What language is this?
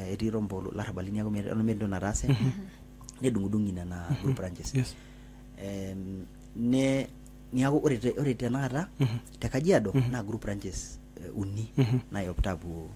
Masai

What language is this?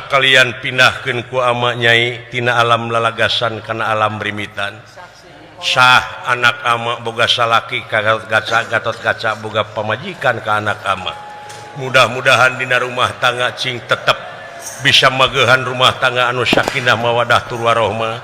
Sundanese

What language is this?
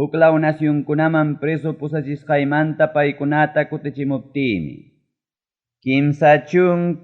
Ayacucho Quechua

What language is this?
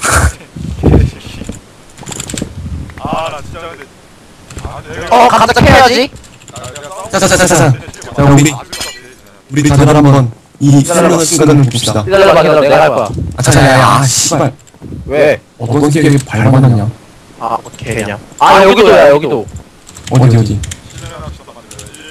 Korean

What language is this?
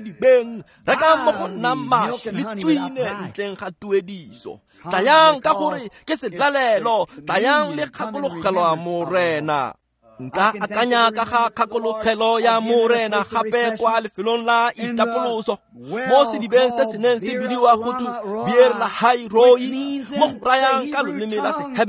Tswana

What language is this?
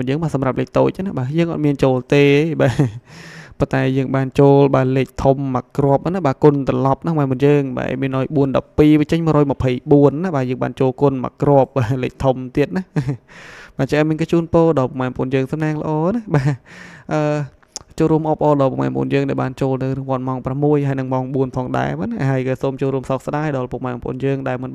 Khmer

